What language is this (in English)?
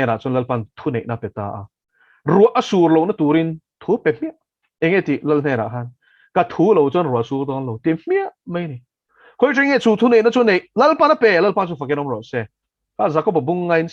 Mizo